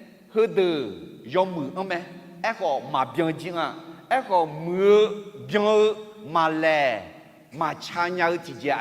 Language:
Akha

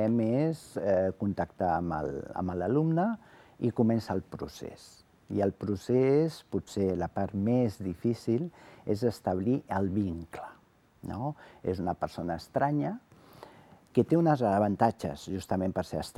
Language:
Catalan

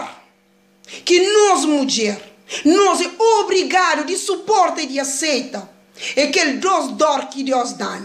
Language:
Kabuverdianu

